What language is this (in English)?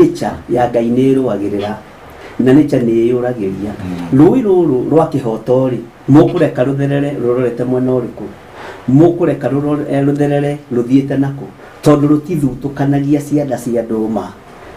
Kikuyu